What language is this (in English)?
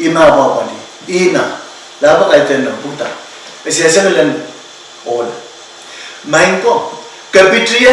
Pohnpeian